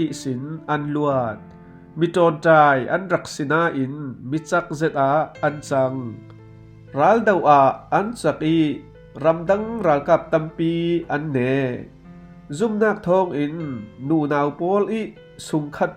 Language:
Falam Chin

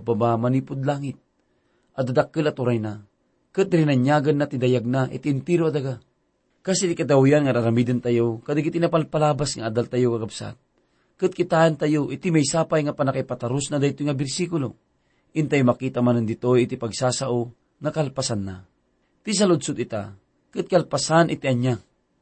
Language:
Iloko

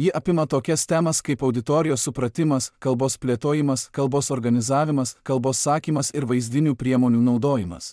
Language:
Lithuanian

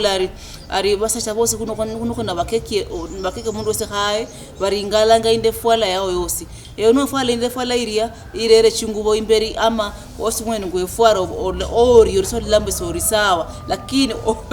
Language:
Luyia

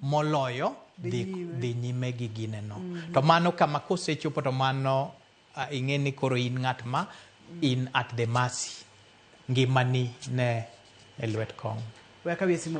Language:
Luo (Kenya and Tanzania)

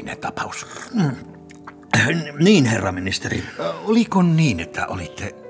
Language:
Finnish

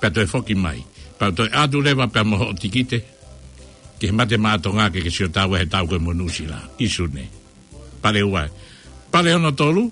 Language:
Tongan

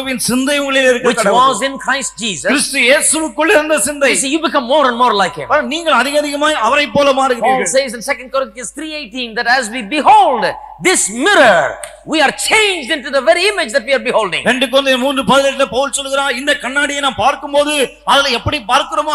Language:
Tamil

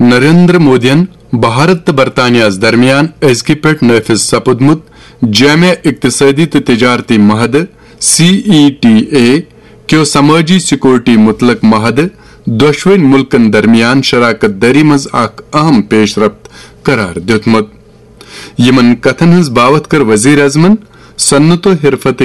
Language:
Kashmiri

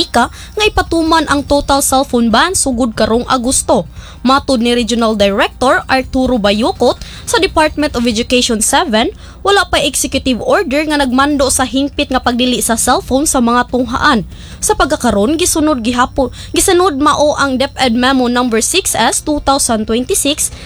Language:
Cebuano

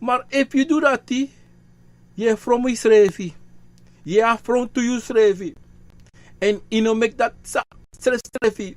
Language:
Sranan Tongo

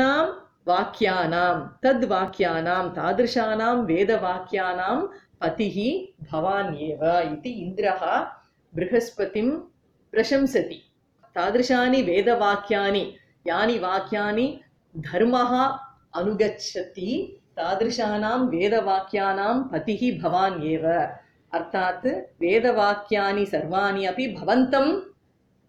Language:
Sanskrit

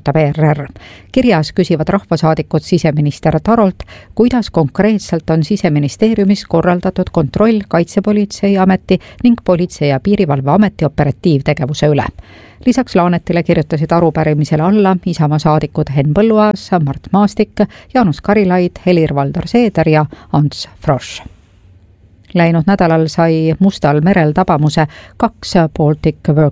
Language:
Estonian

